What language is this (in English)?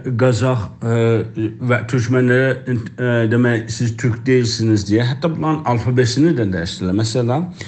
South Azerbaijani